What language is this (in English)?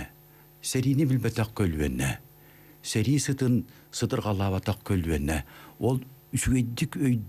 Yakut